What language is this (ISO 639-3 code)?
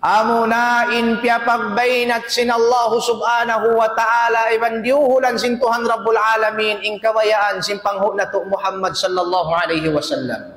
tsg